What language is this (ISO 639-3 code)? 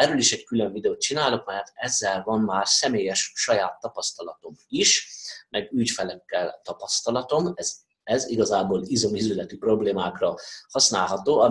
hun